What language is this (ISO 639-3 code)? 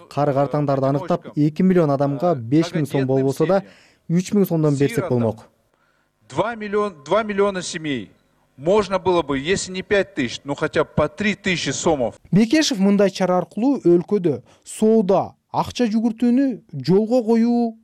kir